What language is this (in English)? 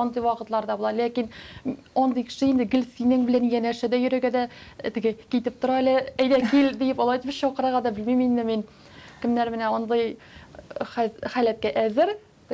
Tatar